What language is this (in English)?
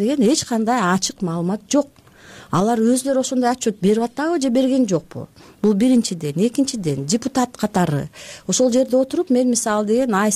Kyrgyz